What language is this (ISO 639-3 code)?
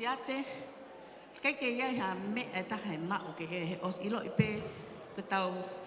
ton